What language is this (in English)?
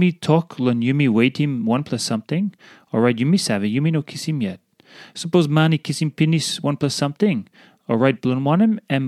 Tok Pisin